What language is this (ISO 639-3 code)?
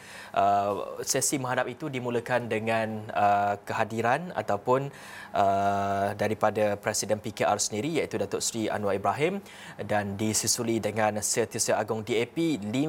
msa